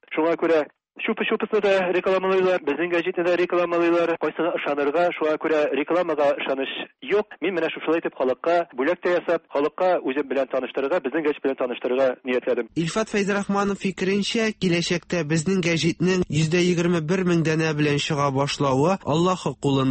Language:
Tatar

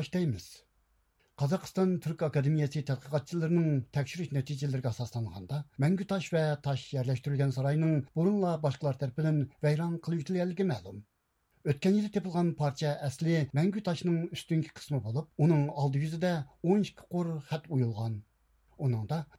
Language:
Uyghur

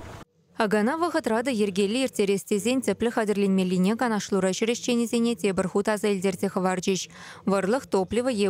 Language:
Chuvash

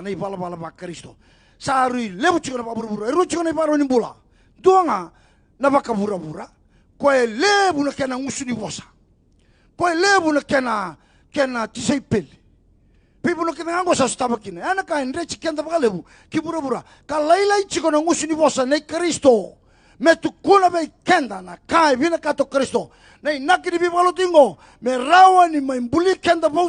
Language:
Fijian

